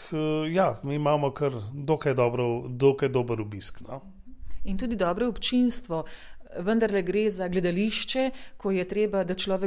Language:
Slovenian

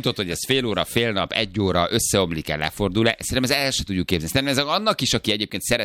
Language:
Hungarian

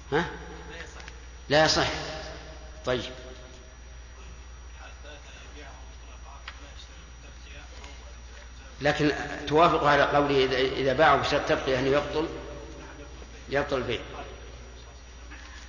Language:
Arabic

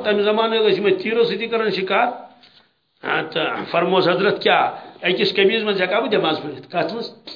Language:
Kashmiri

